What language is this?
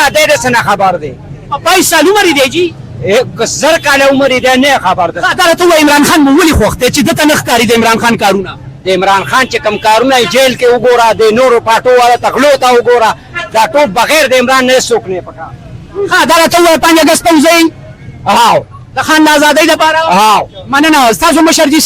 Pashto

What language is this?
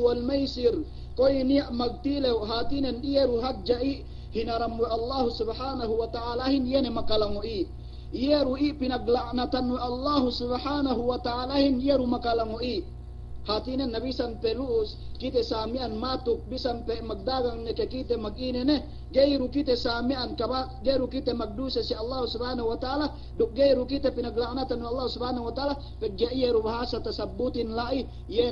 Yakan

